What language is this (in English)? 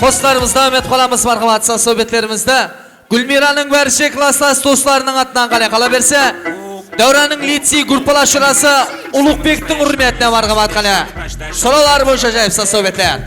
Kara-Kalpak